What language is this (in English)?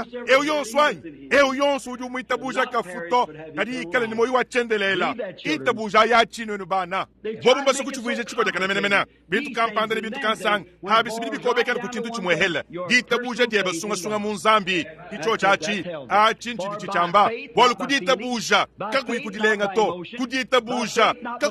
Luba-Lulua